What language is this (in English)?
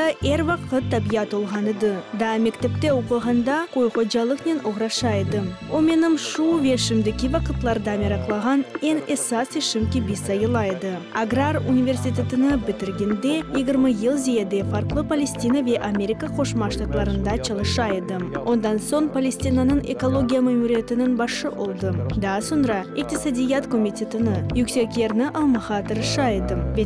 Crimean Tatar